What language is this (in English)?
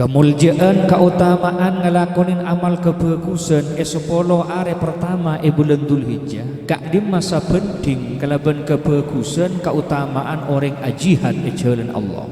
Madurese